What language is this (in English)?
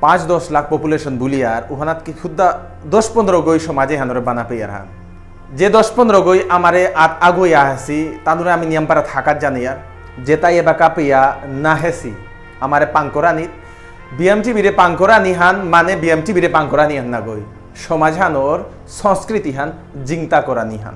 Bishnupriya